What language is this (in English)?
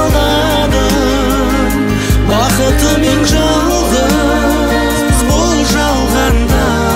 Kazakh